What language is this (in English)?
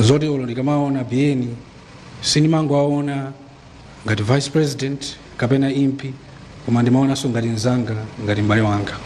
Nyanja